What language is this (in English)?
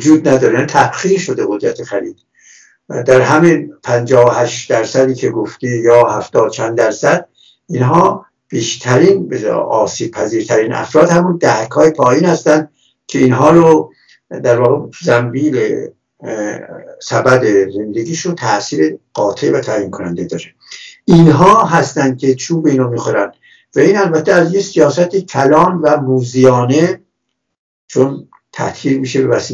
Persian